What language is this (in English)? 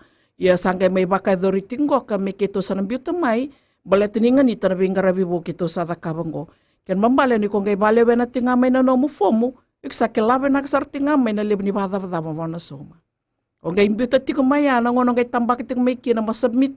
Fijian